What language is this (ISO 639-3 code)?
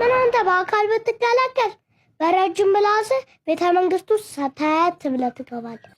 amh